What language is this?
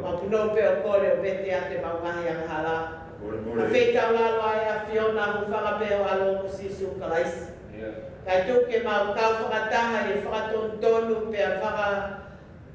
Tongan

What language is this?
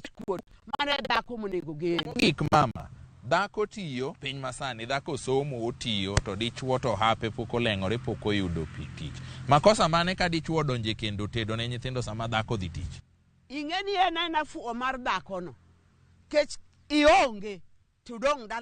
Luo (Kenya and Tanzania)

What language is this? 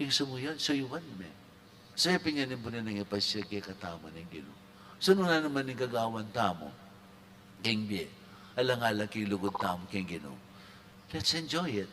Pampanga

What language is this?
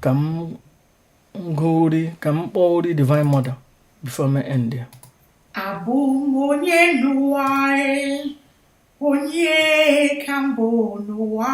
Igbo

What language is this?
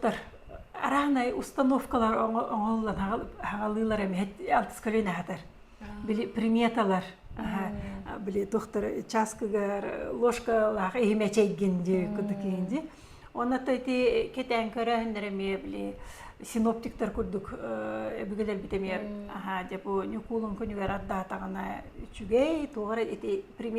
Yakut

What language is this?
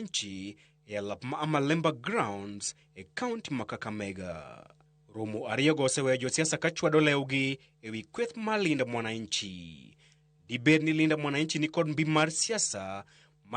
Luo (Kenya and Tanzania)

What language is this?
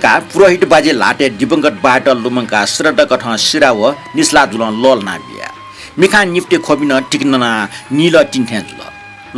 Newari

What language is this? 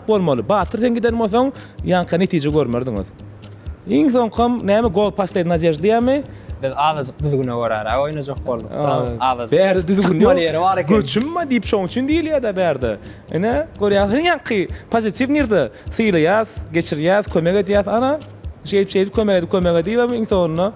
Turkmen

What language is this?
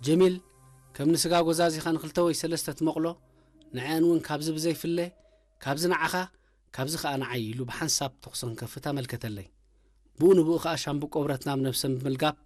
Tigrinya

